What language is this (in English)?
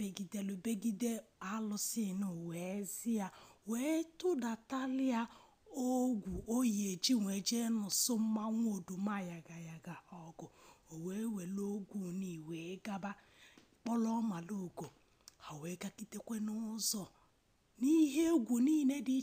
Igbo